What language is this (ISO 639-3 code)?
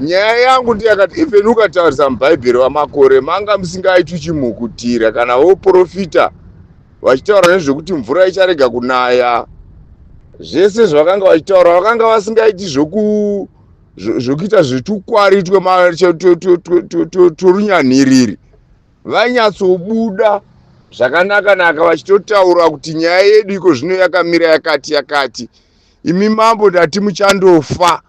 sna